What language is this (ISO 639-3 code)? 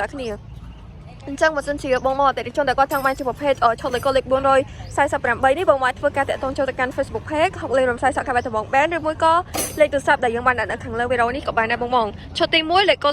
khm